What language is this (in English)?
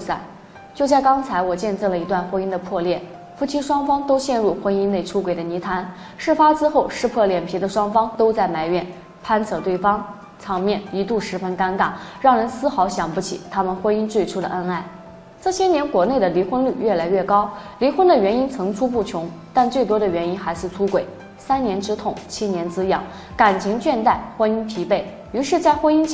Chinese